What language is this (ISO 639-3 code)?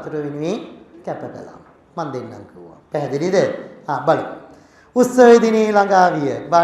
sin